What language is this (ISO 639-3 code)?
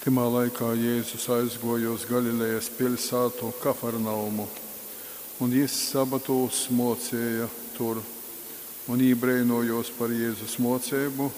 ltg